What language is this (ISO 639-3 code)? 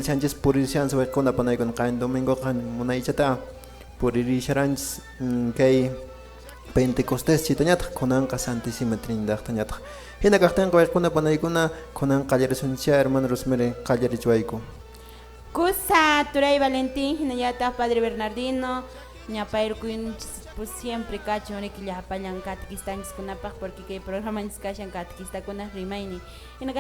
que